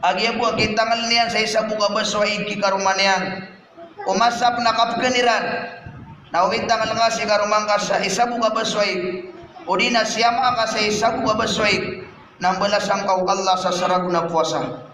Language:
Maranao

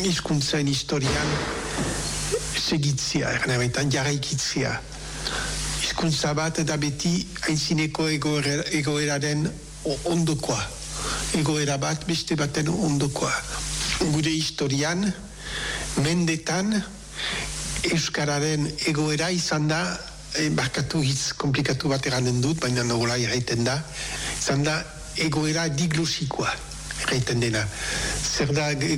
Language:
Basque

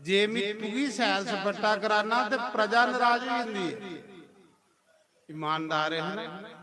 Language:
Dogri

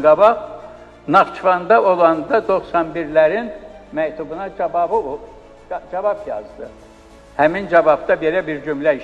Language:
Azerbaijani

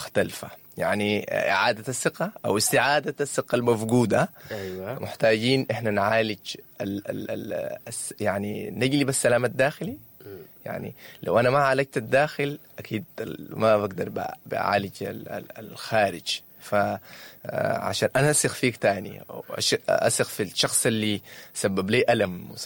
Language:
Sudanese Arabic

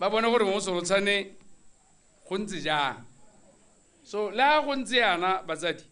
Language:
Tswana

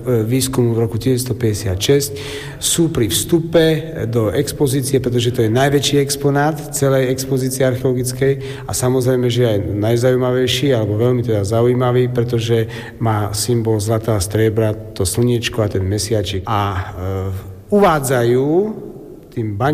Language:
Slovak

